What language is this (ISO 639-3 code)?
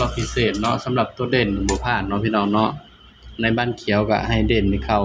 tts